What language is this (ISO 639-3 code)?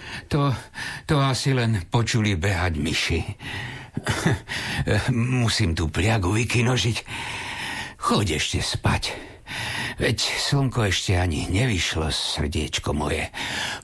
slk